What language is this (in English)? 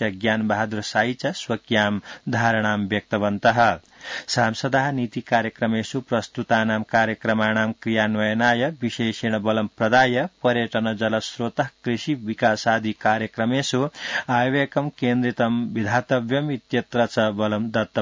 Sanskrit